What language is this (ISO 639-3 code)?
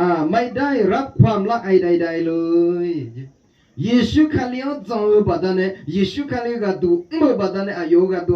ahk